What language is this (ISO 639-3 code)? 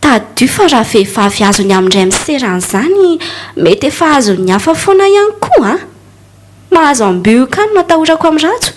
mlg